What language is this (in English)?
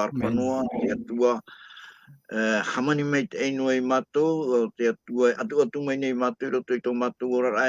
Tahitian